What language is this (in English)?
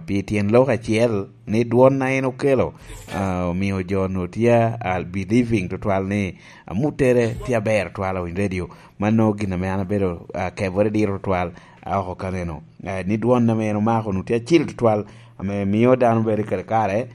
Lango (Uganda)